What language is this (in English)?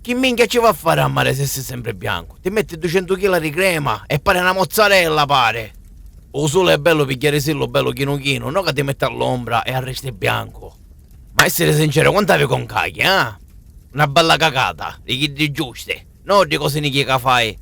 Sicilian